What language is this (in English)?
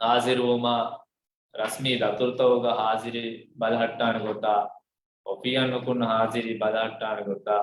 Divehi